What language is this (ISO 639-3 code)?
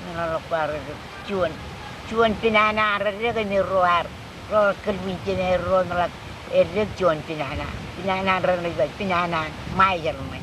mah